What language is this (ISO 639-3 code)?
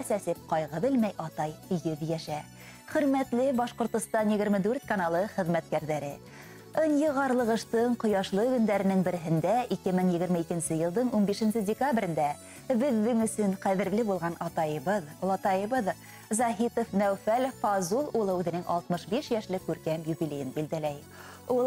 bak